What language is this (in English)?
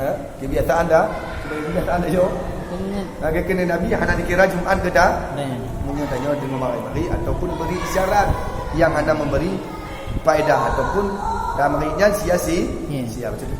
Achinese